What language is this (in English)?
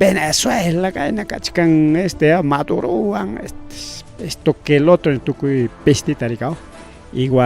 Ayacucho Quechua